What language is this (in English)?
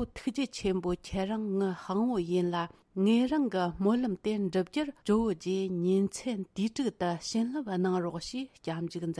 Tibetan